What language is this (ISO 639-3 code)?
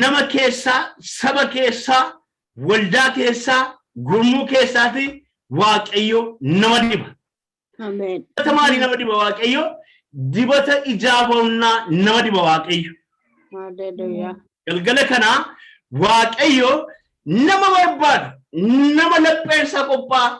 orm